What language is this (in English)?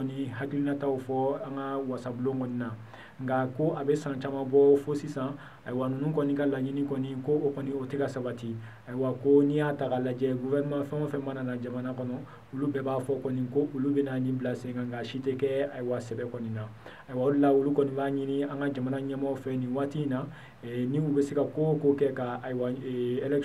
Bambara